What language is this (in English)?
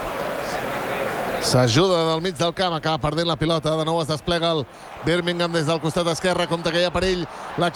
Catalan